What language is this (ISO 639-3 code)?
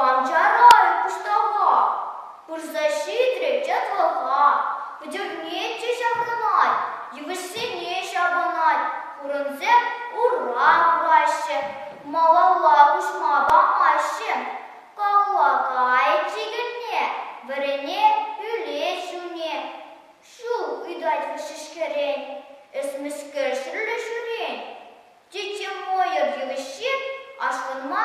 chv